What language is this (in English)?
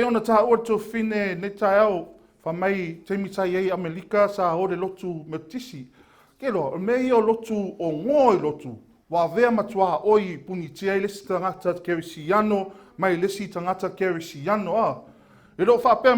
Samoan